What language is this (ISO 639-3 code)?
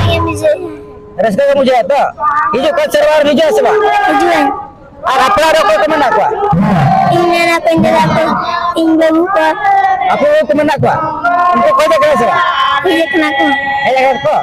sat